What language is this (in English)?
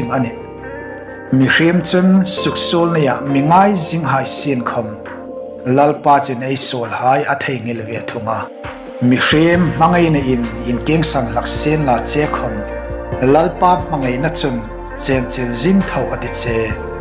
Hmar